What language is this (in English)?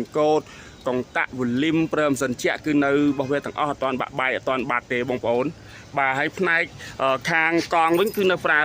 Khmer